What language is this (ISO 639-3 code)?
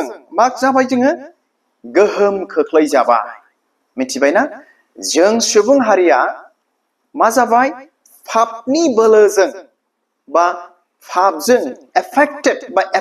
brx